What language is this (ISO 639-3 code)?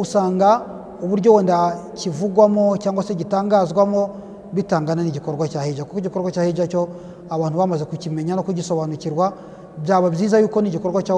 kin